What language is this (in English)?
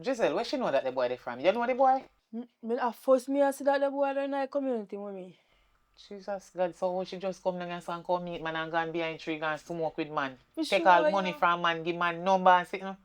Jamaican Creole English